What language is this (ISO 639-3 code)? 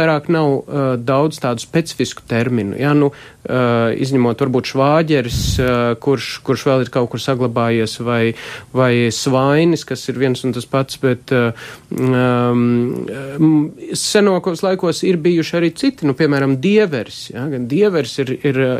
lav